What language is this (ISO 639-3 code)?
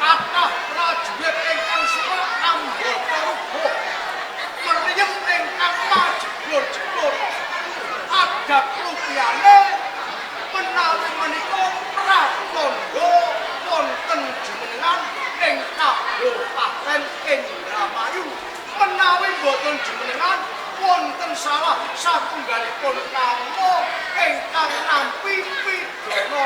jav